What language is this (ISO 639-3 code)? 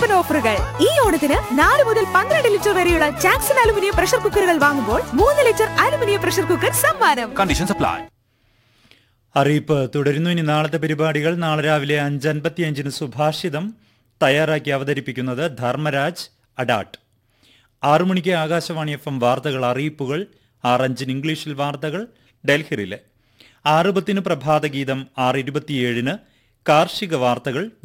mal